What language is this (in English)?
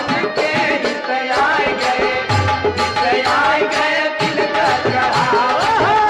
Bhojpuri